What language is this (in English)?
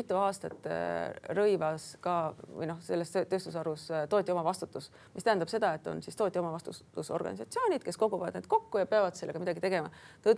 Estonian